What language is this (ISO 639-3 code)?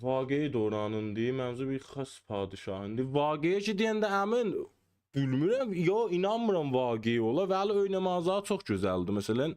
azb